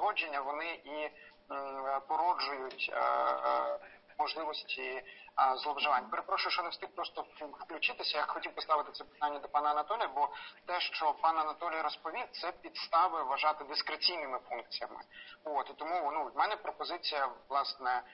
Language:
Ukrainian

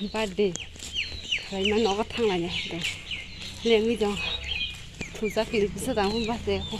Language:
Kok Borok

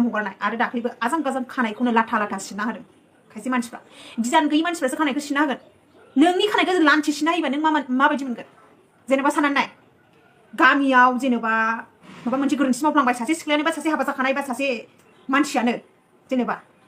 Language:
Bodo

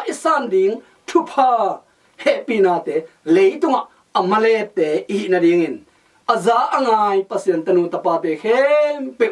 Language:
Tedim Chin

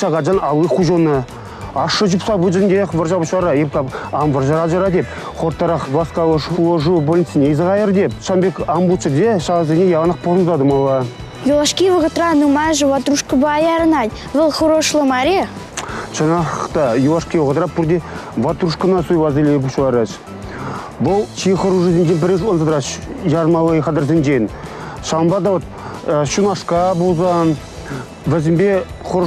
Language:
Chuvash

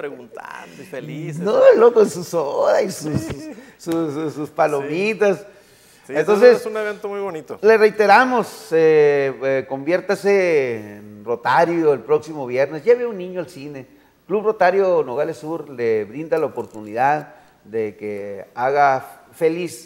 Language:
Spanish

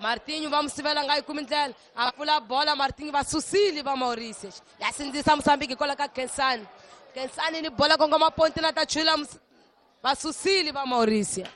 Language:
Tsonga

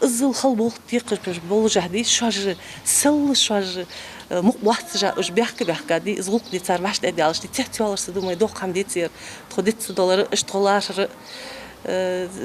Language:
Ingush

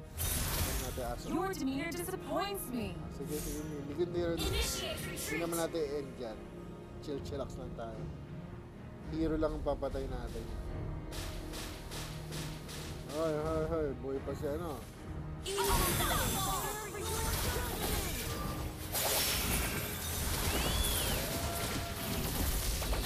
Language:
Filipino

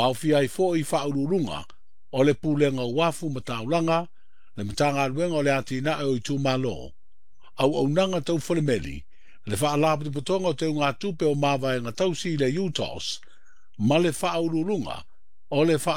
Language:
Samoan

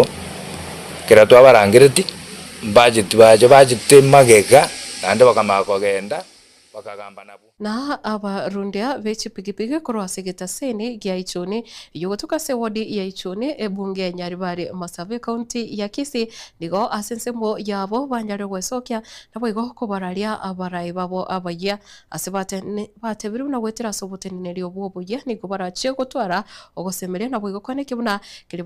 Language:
Gusii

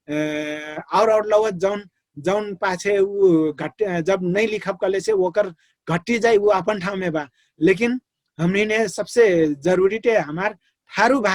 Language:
Dangaura Tharu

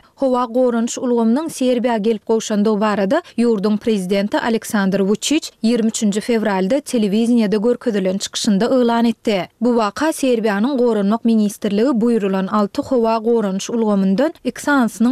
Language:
Turkmen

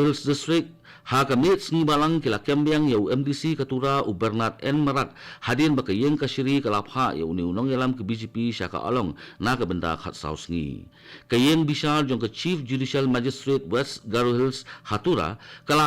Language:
Khasi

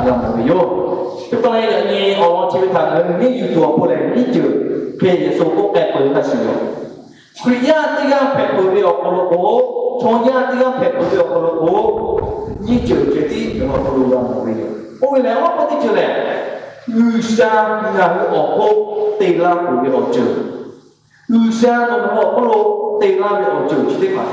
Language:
Lahu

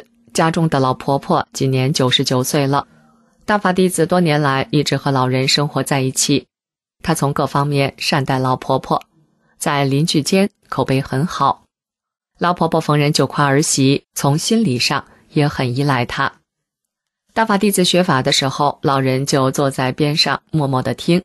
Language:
Chinese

